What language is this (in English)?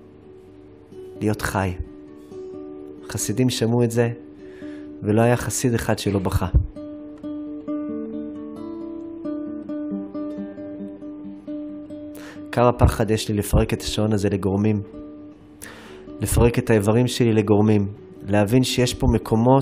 Hebrew